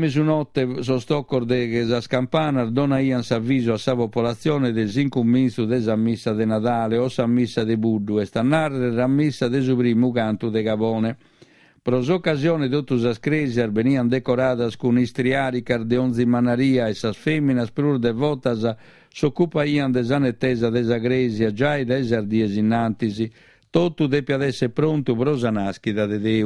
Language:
Sardinian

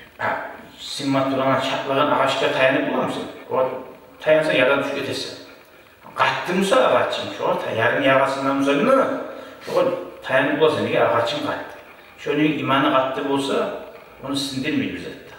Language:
Kumyk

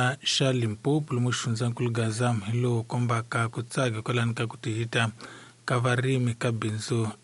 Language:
Tsonga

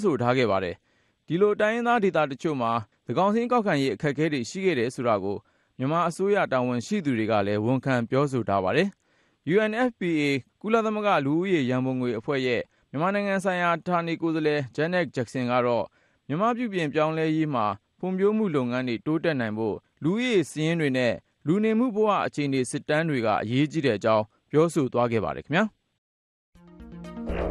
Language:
Burmese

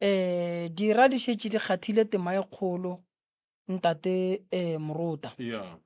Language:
Northern Sotho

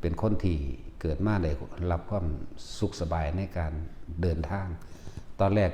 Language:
Lao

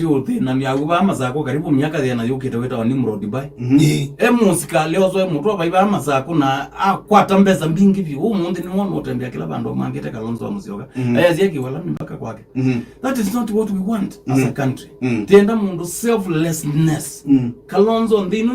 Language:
Kamba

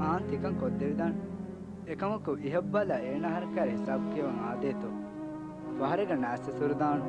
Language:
Divehi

